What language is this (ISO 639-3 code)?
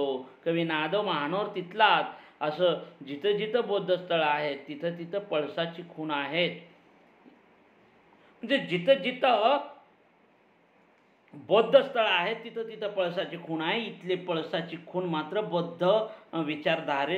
mar